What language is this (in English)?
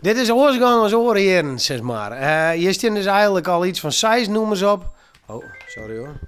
Western Frisian